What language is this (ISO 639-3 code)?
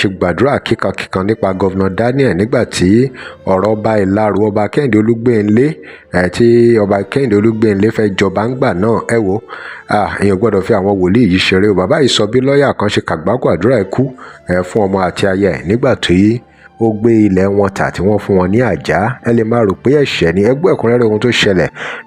yor